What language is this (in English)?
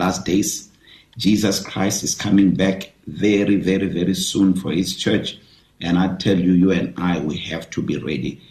English